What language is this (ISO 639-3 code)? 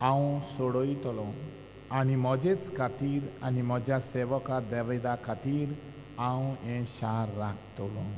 kok